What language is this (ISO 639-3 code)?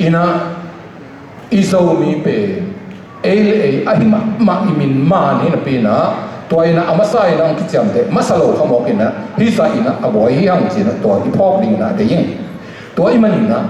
ctd